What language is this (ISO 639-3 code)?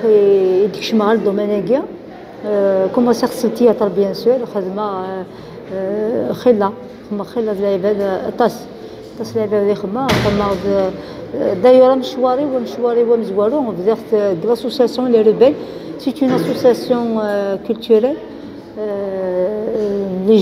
kab